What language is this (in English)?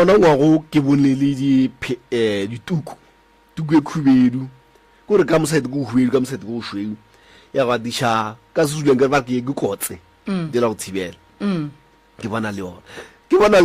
Northern Sotho